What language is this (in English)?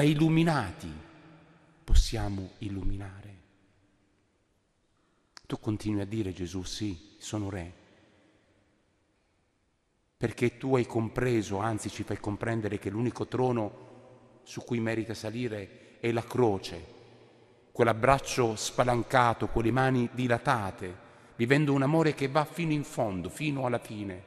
Italian